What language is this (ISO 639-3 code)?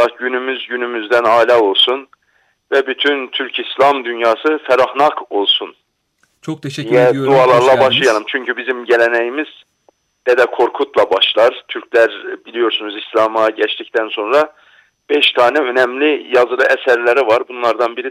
tur